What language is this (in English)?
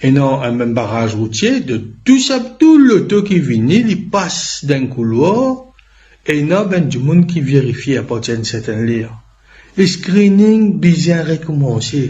Morisyen